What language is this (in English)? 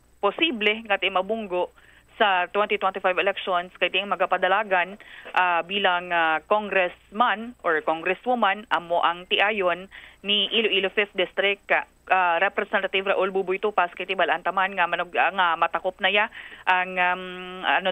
Hiligaynon